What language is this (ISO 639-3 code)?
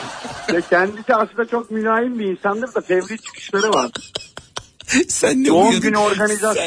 tur